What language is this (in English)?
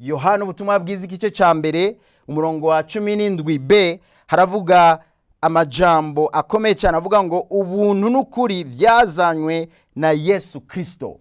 Rundi